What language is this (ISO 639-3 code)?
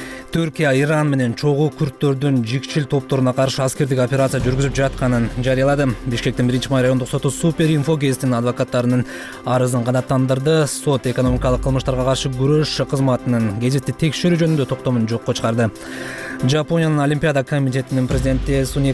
kir